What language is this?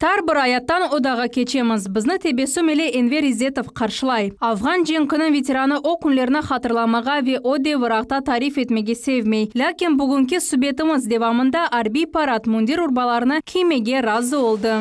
Crimean Tatar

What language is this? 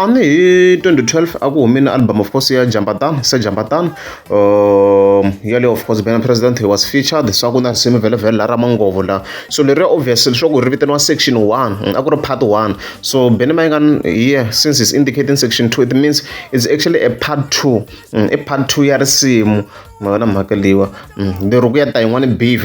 Tsonga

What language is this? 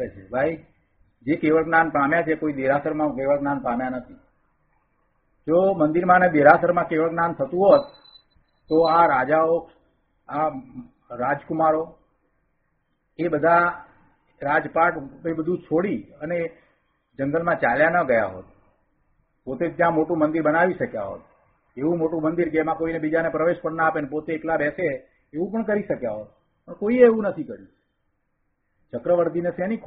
Gujarati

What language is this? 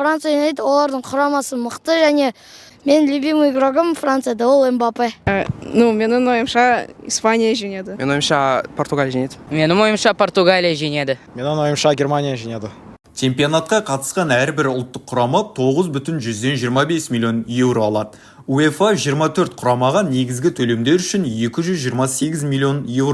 Kazakh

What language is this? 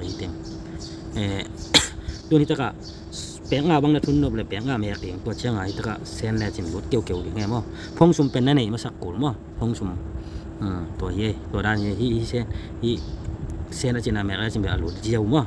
Tedim Chin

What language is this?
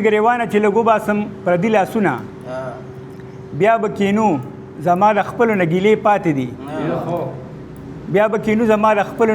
Pashto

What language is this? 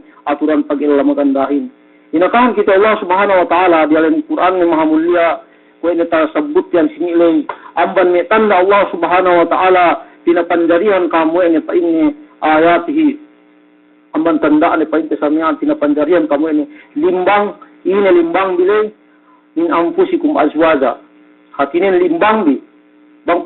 Yakan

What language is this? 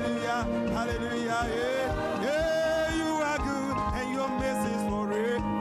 Ewe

